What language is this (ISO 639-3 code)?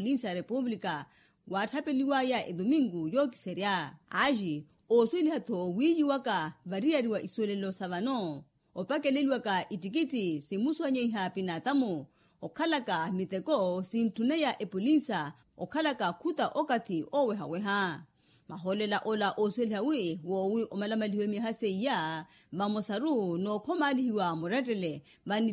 vmw